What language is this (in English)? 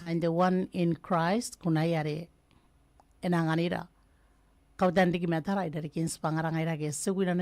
Gilbertese